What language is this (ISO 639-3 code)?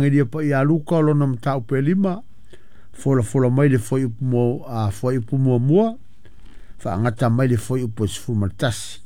smo